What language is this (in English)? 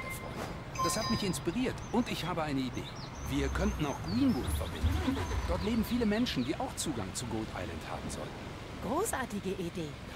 German